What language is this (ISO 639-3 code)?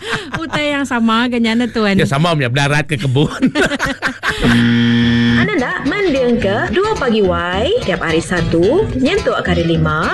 msa